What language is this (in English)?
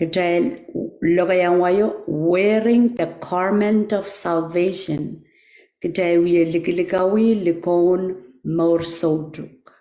Pohnpeian